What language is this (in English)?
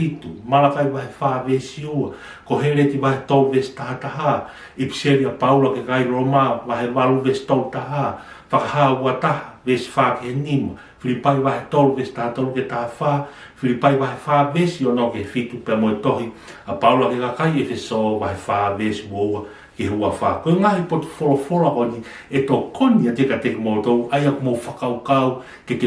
Tongan